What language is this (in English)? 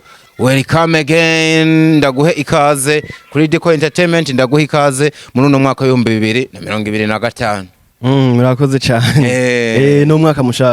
Rundi